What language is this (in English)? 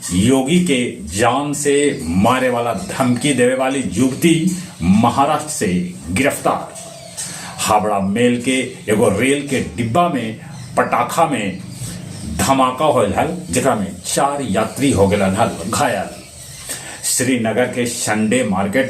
Magahi